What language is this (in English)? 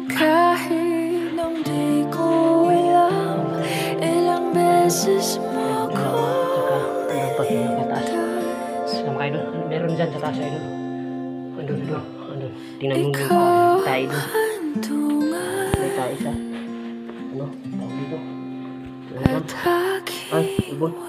Filipino